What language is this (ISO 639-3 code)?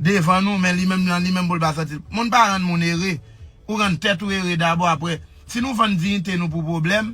hat